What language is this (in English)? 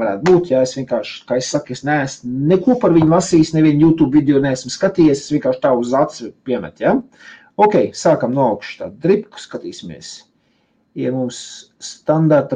Latvian